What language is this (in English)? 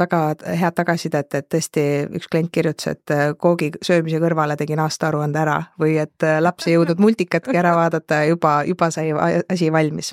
Estonian